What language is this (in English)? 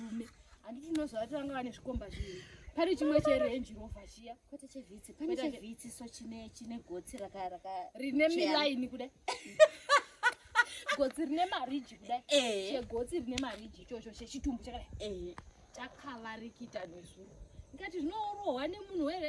Shona